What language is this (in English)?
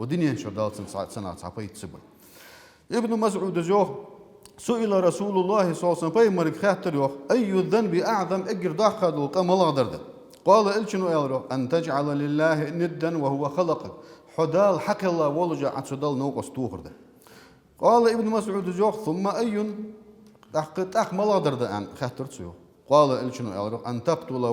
Ingush